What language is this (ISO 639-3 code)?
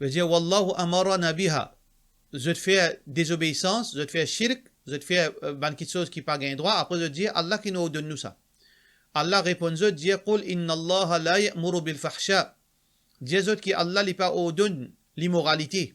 mfe